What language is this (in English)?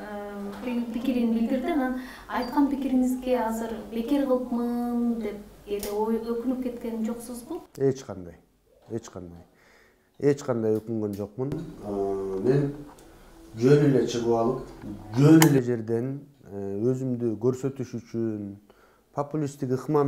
Kyrgyz